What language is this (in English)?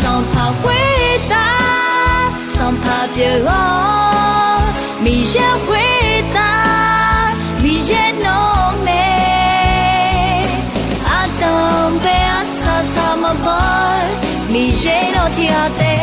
Akha